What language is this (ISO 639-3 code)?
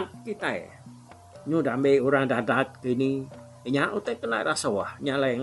iba